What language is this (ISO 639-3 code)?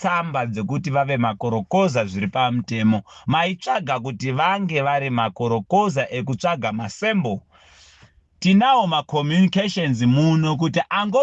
sna